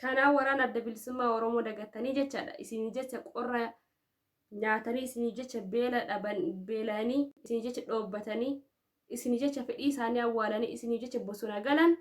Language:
Oromo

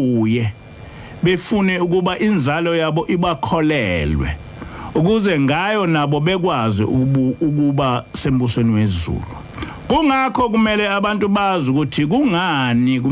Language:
Zulu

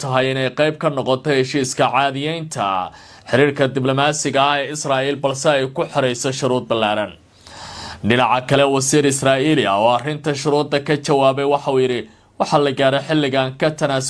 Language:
Somali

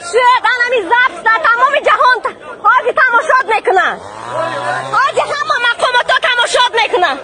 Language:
Tajik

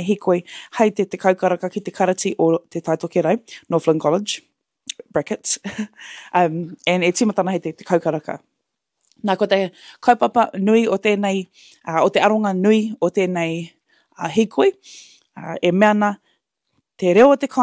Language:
Māori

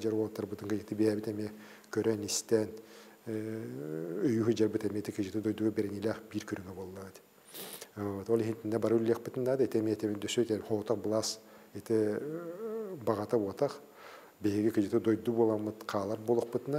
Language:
Yakut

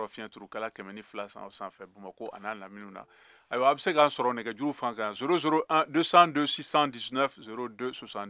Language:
Bambara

